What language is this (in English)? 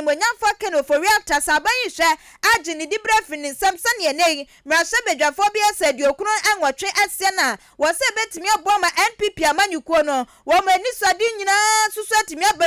Akan